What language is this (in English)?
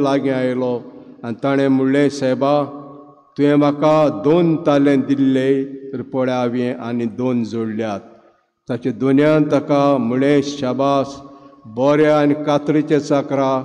Konkani